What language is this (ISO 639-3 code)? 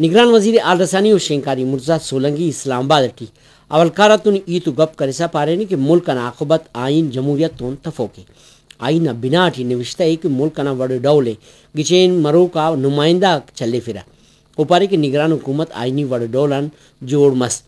brh